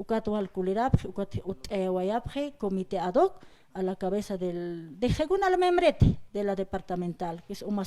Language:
Aymara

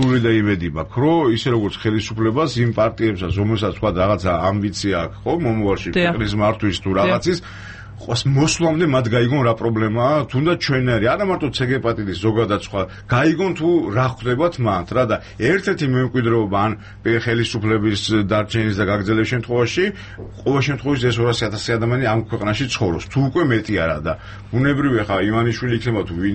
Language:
Georgian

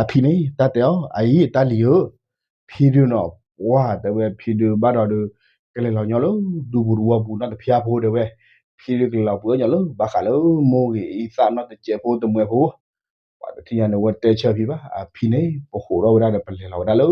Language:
S'gaw Karen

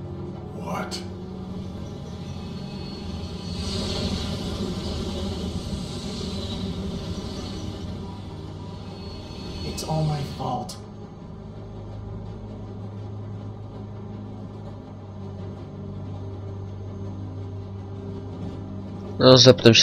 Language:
Polish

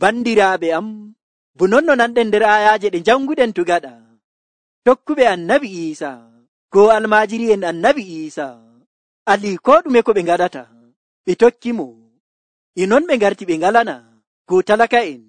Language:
Nigerian Fulfulde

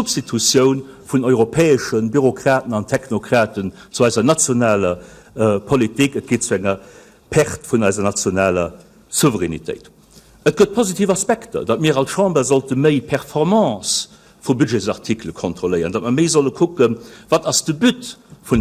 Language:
Luxembourgish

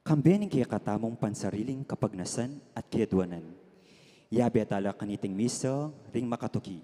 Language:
Pampanga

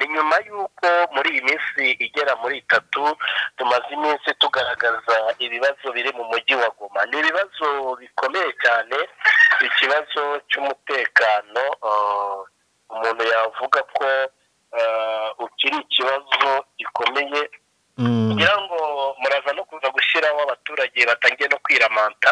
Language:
Kinyarwanda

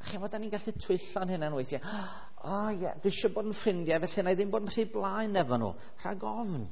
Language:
Welsh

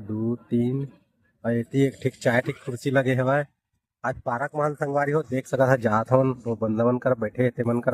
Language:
Chhattisgarhi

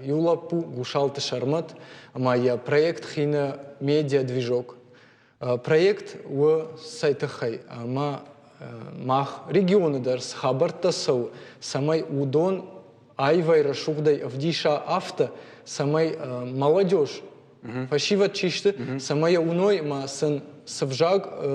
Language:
Ossetic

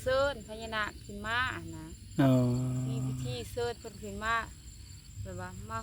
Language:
Lao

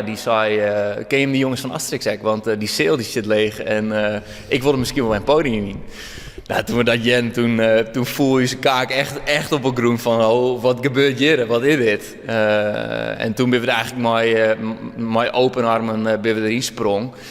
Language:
Western Frisian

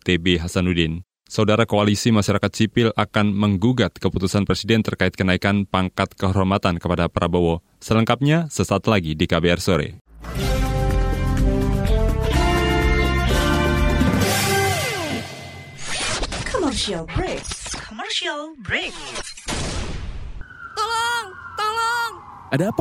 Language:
Indonesian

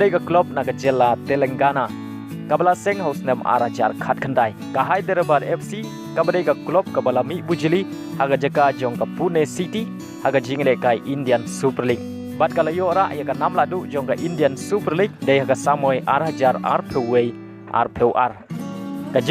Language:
Khasi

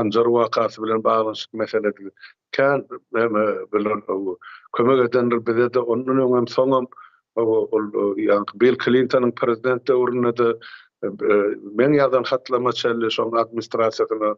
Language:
Turkmen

